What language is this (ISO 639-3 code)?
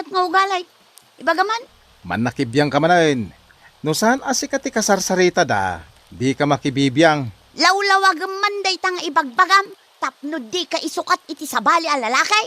ilo